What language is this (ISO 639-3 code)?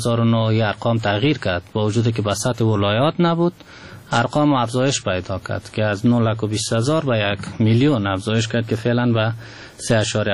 fas